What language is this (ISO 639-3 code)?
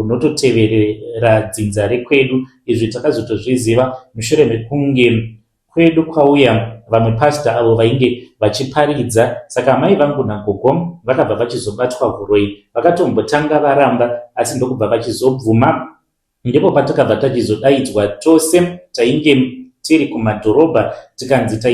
sna